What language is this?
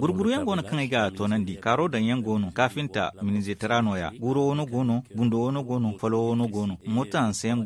Zarma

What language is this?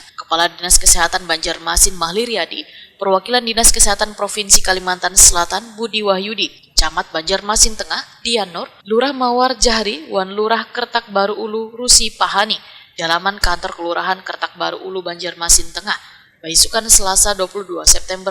Banjar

